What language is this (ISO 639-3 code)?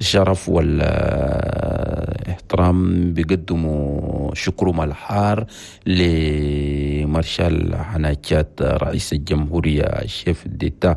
shu